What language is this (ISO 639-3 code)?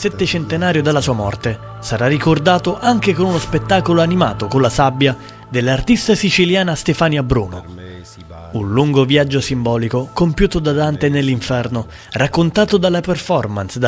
ita